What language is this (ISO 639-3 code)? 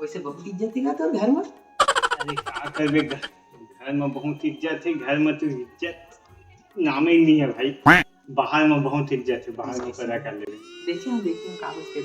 hne